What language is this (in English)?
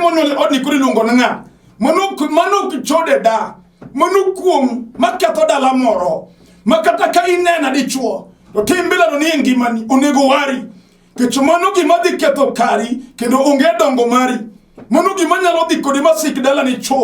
Luo (Kenya and Tanzania)